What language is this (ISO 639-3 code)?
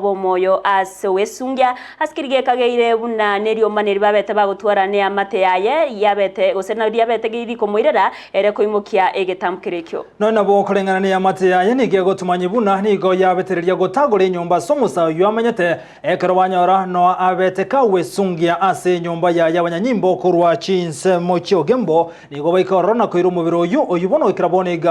guz